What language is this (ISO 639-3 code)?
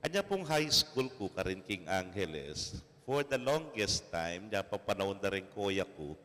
pam